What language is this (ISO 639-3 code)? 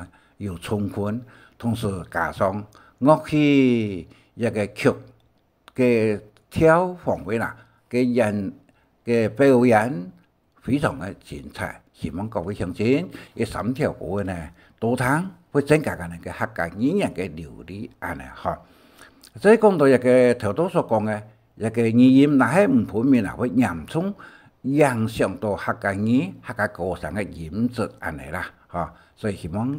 hak